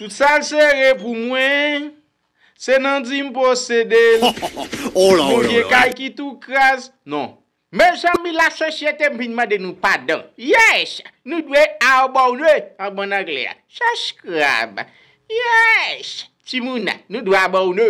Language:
Haitian Creole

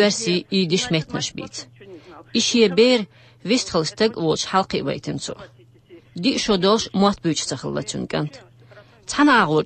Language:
Chechen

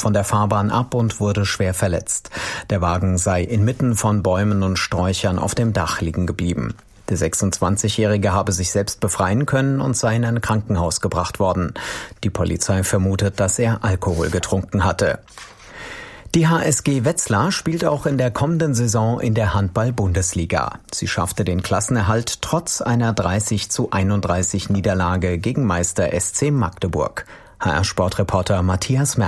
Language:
German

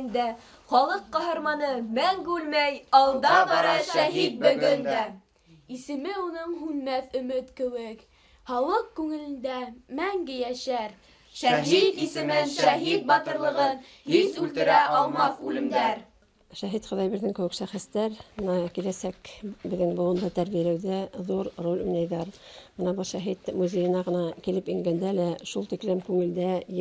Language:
Bashkir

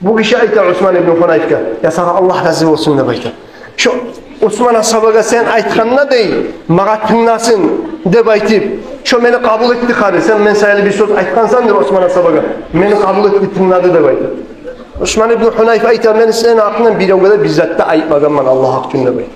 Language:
Kumyk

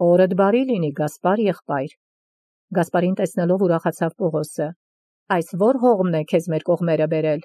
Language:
Armenian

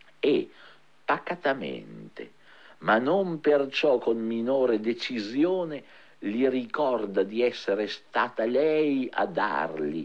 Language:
Italian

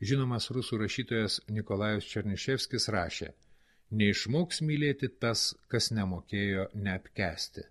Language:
Lithuanian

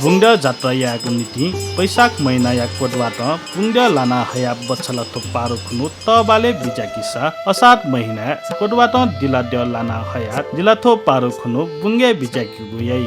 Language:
Newari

